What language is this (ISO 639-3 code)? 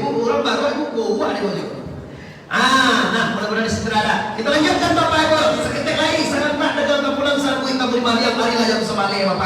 min